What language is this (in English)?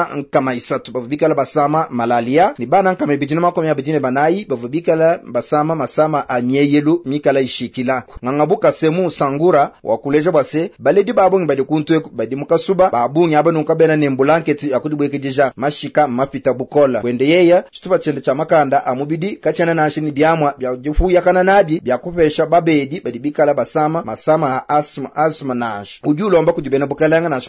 Luba-Lulua